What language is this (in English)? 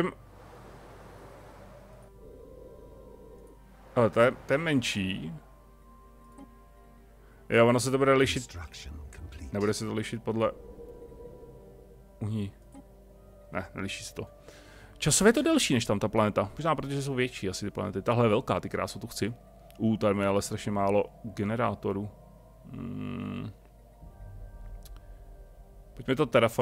Czech